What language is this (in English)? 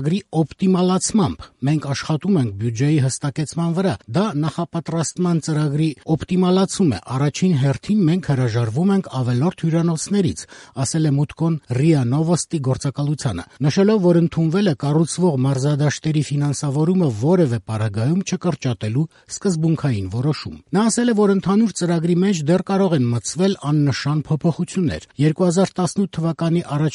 Armenian